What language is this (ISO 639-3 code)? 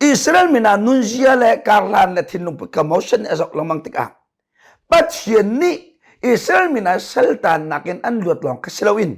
cnh